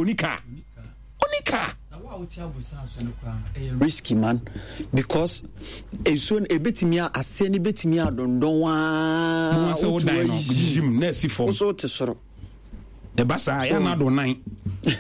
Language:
Akan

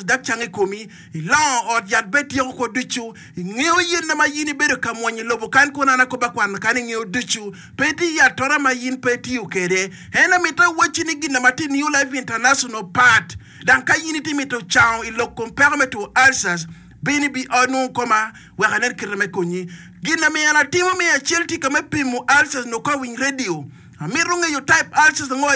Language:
Acoli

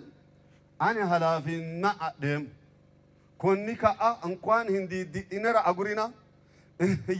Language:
Sidamo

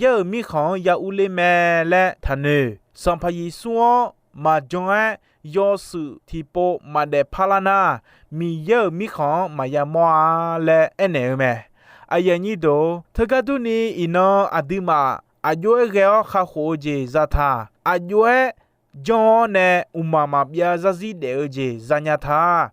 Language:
Akha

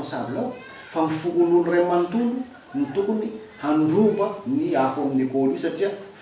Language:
Malagasy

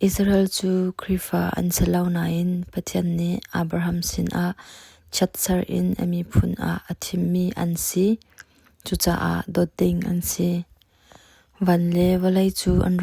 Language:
Hakha Chin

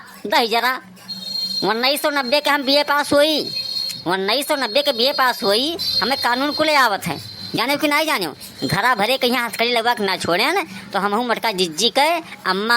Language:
Awadhi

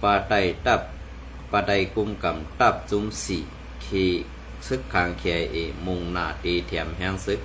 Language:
Shan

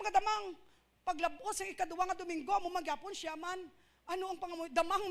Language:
Hiligaynon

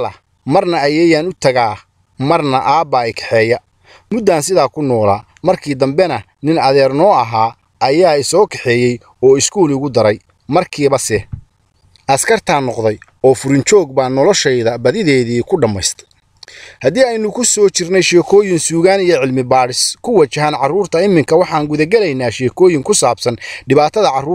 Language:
Somali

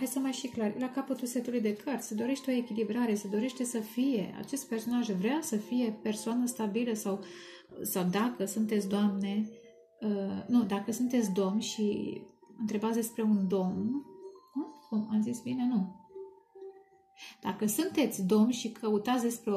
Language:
Romanian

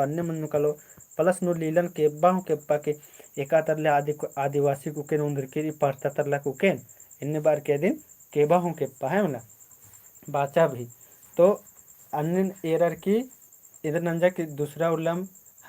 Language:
Kurukh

